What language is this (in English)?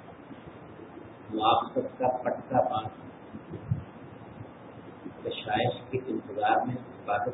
Urdu